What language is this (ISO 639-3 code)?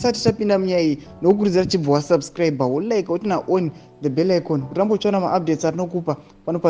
sna